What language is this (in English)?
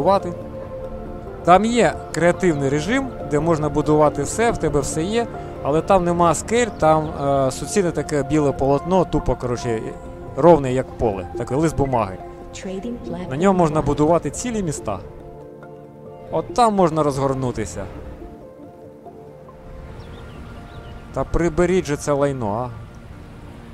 Ukrainian